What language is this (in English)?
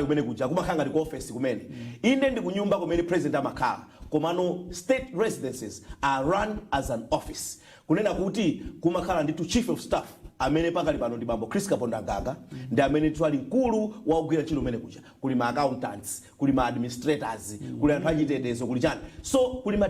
Nyanja